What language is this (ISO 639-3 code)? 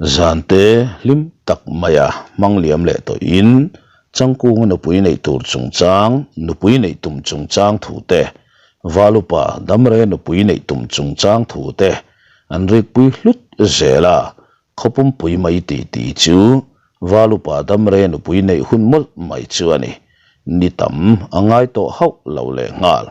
lus